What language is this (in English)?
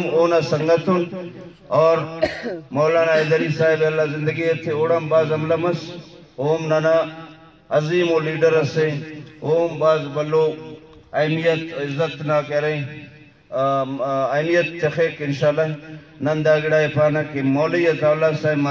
Brahui